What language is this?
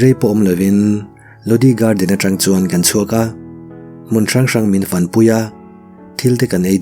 Mizo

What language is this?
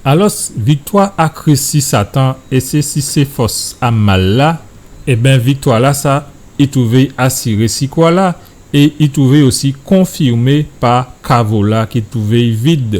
Guadeloupean Creole French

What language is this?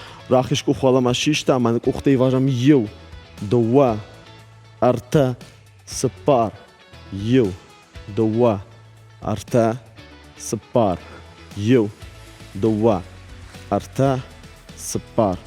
Ossetic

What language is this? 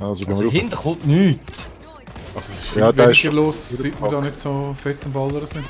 Swiss German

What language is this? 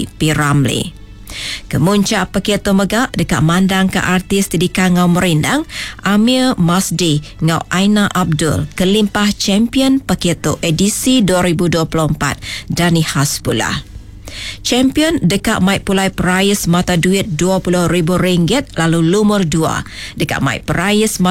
Iban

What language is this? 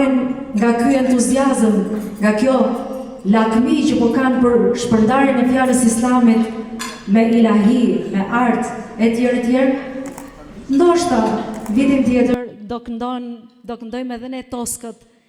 Albanian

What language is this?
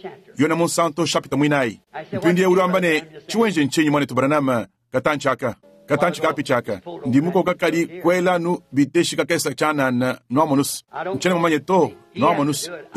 Luba-Lulua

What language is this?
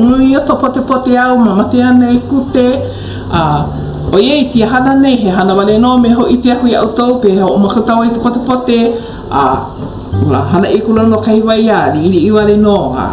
Hawaiian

